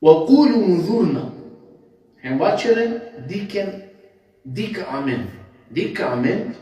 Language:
Balkan Romani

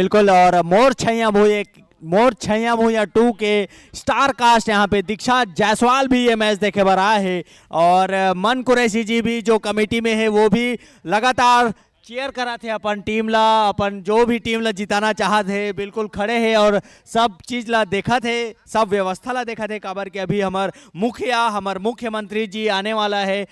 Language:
Chhattisgarhi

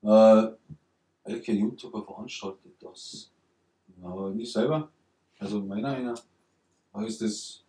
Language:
Bavarian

